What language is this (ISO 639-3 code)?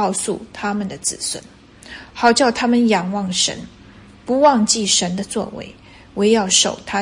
zho